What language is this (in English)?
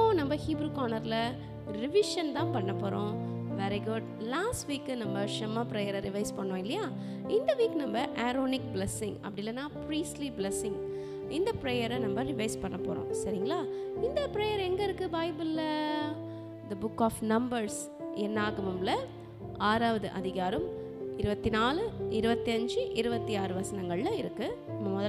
Tamil